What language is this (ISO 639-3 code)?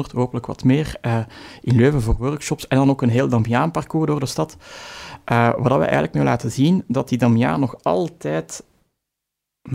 nld